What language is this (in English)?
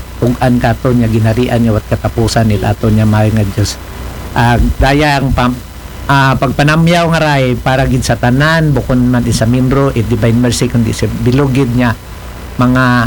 Aklanon